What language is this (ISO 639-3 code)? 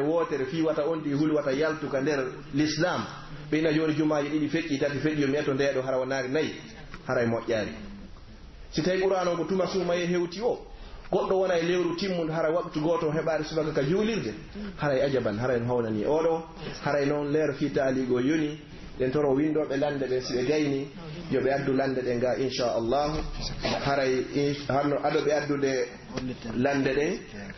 fuf